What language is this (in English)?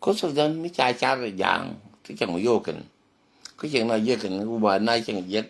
Nuer